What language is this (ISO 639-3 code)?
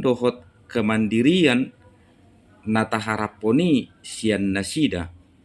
bbc